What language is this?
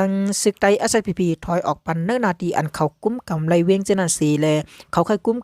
Shan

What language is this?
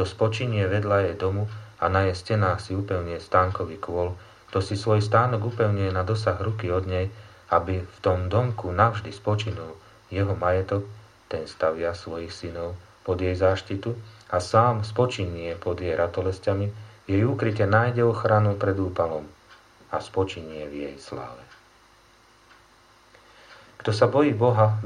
Slovak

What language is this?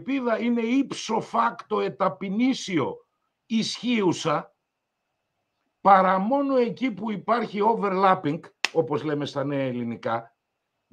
Greek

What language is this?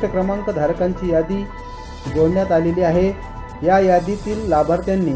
Marathi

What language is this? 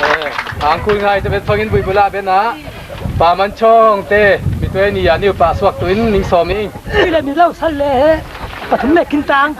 Falam Chin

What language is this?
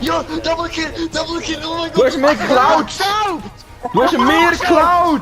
Swiss German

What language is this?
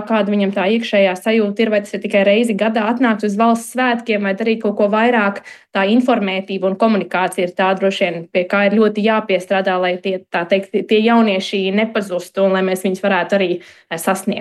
Latvian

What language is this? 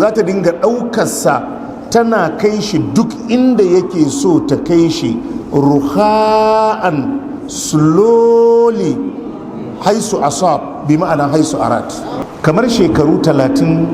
Hausa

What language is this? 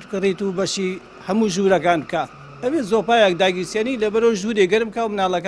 Central Kurdish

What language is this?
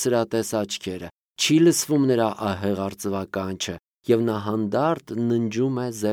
Armenian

